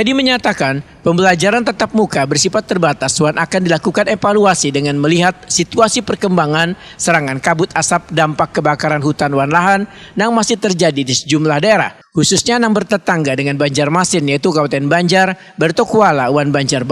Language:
Banjar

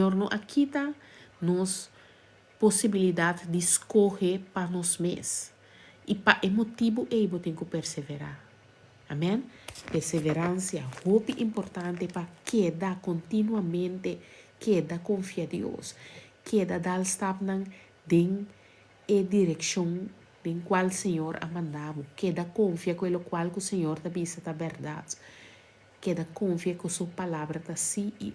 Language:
Papiamento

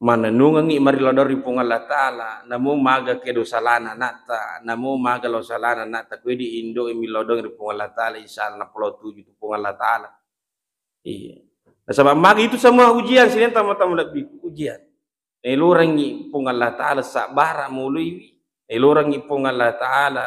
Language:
Buginese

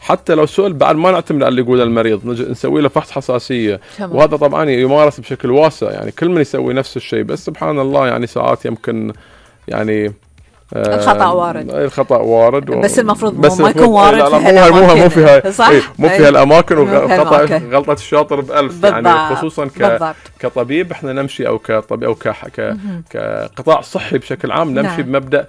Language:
Gulf Arabic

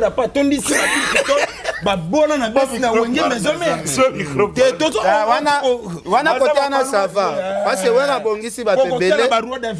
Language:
Lingala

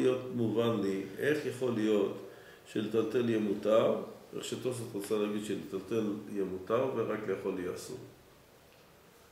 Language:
Hebrew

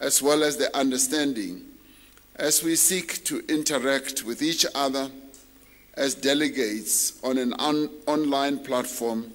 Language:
English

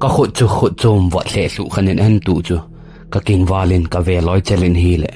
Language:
Thado Chin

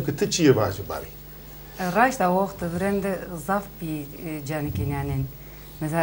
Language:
Zaza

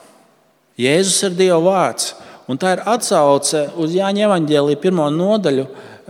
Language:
Latvian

